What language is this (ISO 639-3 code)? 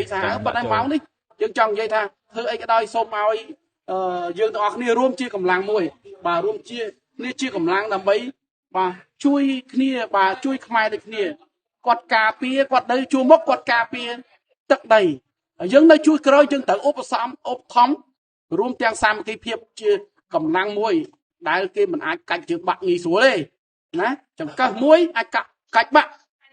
khm